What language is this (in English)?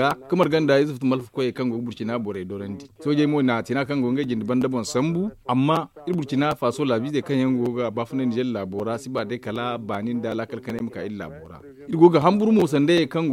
Zarma